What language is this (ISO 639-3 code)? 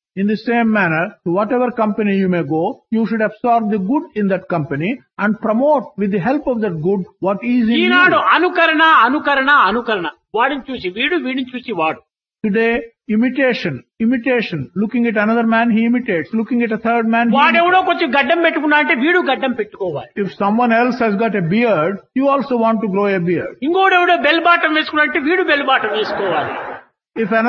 tel